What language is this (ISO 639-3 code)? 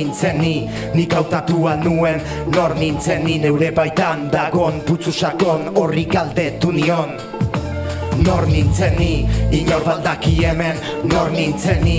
eus